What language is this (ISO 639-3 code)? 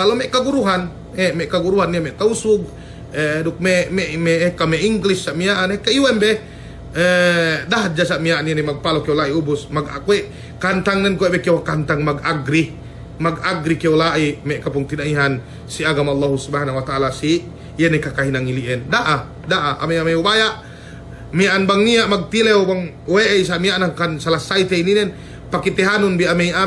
yka